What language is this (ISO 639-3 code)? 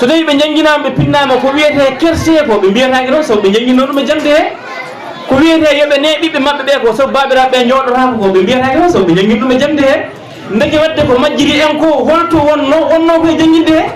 ful